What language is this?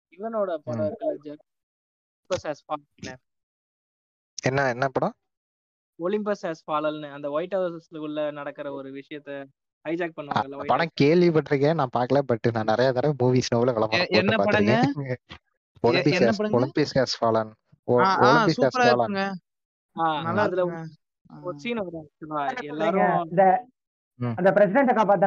Tamil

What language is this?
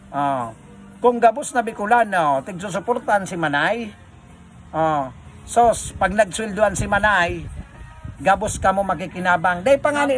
Bikol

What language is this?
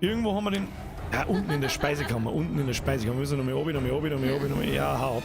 Bavarian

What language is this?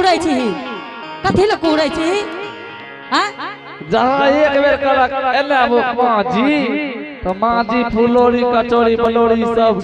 Angika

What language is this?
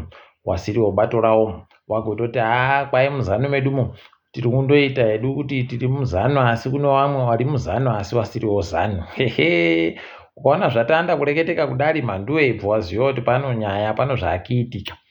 Ndau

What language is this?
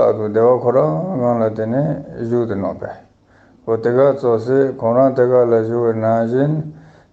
Ladakhi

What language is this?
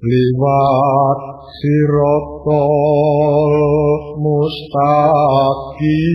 Javanese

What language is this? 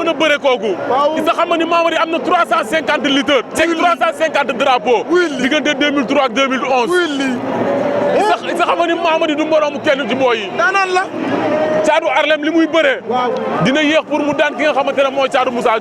Wolof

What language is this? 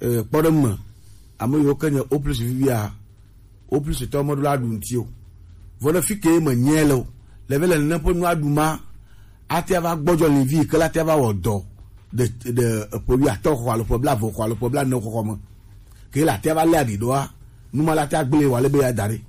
Gen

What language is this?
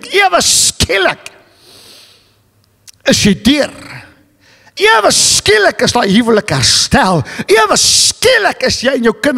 Afrikaans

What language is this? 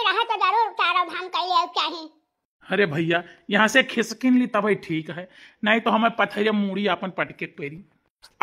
Awadhi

